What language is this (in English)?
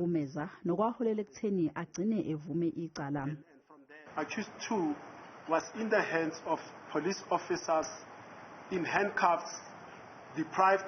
Zulu